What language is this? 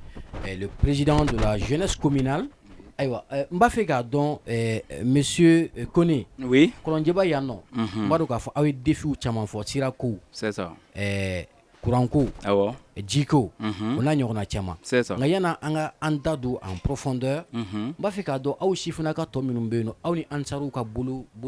Bambara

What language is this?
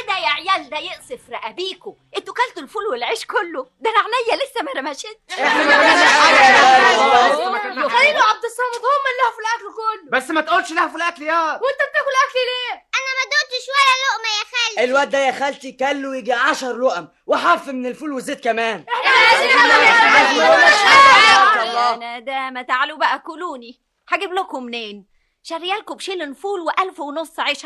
Egyptian Arabic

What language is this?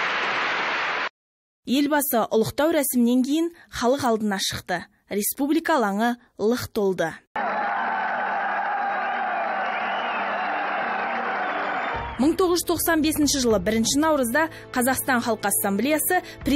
Kazakh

